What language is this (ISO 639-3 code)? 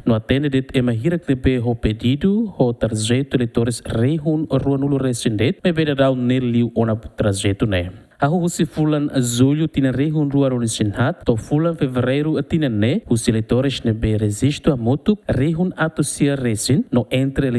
tet